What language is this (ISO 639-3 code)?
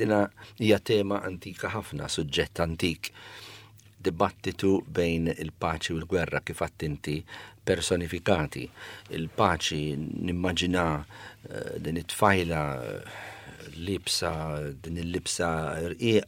mlt